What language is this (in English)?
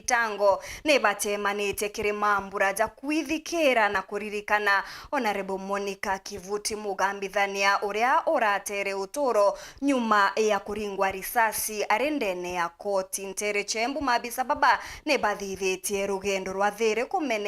Meru